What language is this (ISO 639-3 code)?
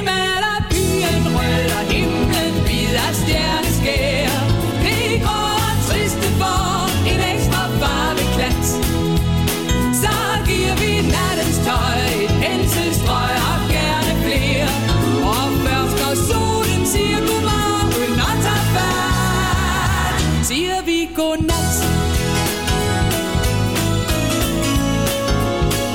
dan